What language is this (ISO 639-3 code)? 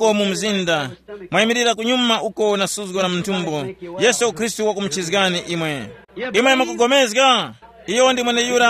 tum